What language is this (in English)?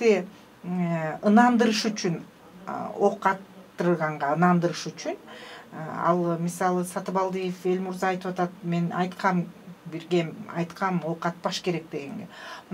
Kyrgyz